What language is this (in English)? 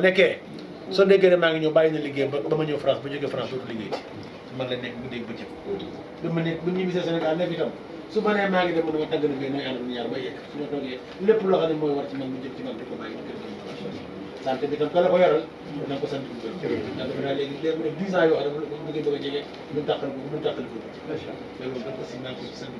Wolof